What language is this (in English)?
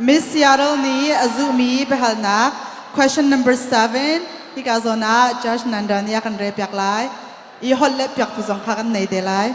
Hakha Chin